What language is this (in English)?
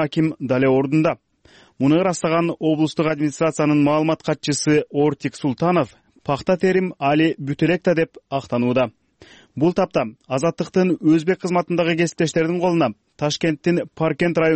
Kyrgyz